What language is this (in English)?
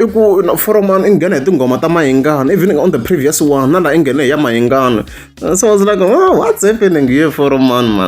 Tsonga